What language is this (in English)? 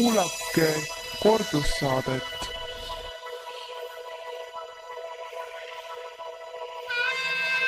Estonian